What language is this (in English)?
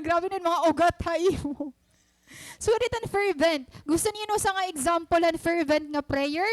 Waray